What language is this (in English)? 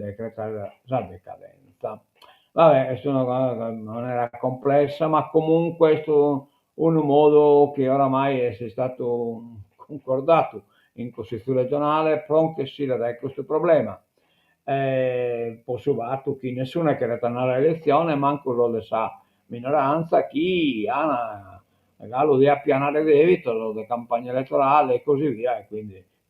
Sardinian